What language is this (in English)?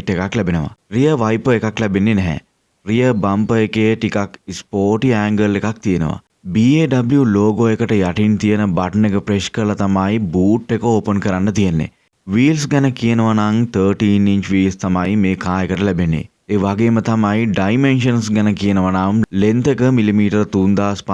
Sinhala